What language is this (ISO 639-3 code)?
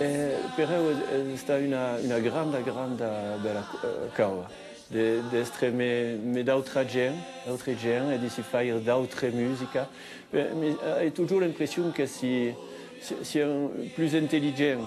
oci